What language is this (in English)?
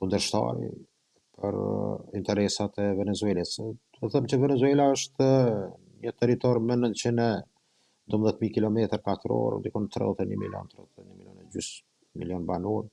Albanian